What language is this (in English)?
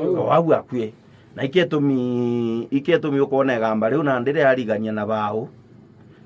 Meru